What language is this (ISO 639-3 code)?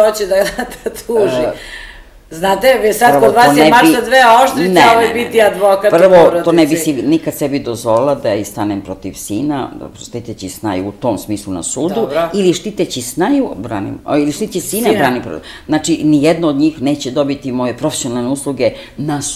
srp